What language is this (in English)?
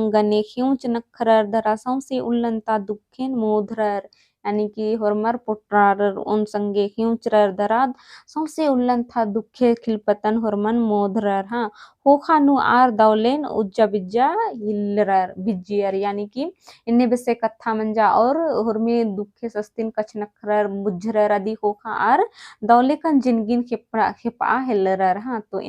Kurukh